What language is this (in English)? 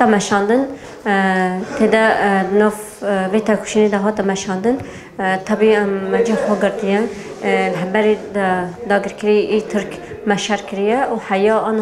Kurdish